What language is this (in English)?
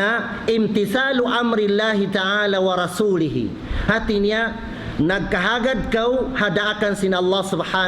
Tausug